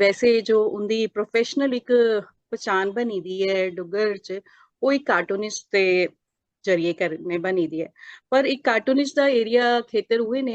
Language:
Dogri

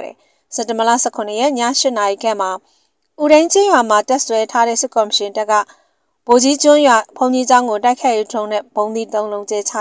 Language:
Burmese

